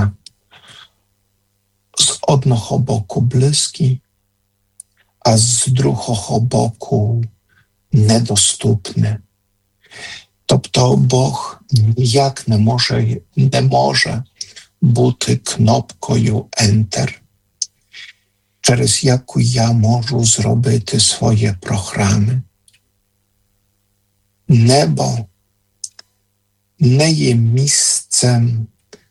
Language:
Ukrainian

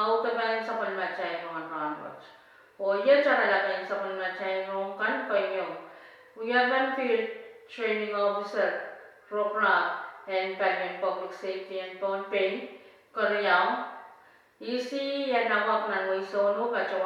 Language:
Pohnpeian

